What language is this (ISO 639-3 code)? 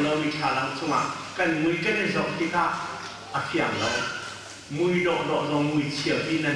cnh